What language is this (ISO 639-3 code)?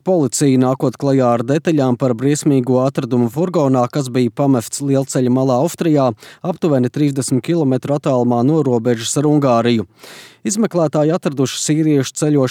lav